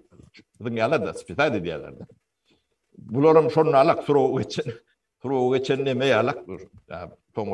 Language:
Turkmen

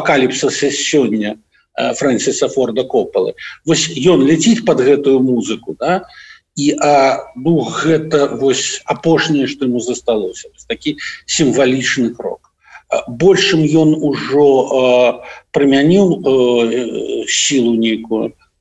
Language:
Belarusian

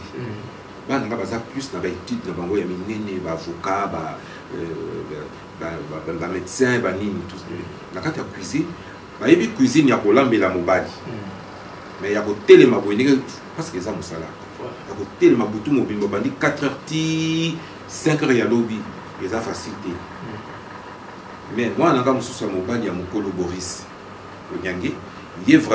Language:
Lingala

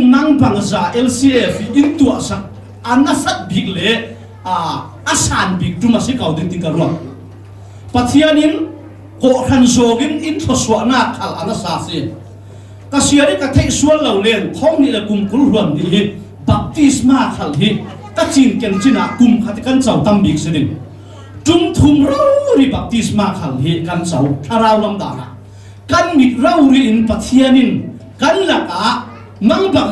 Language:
Falam Chin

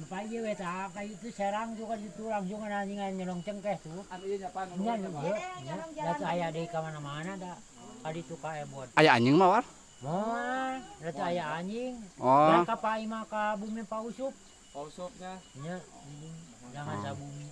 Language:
Sundanese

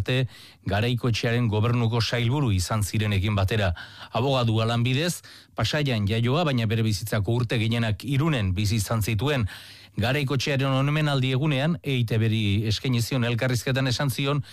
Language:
Basque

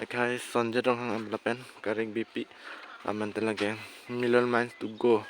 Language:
Karbi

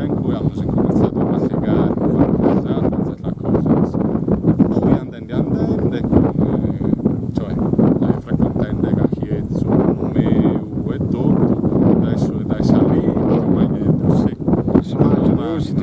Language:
Sardinian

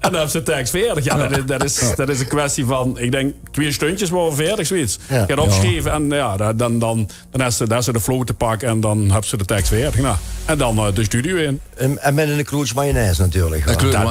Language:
Limburgish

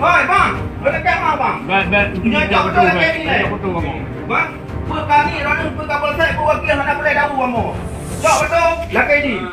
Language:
Achinese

